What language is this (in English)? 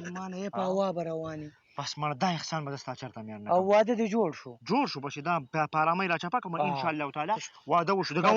Pashto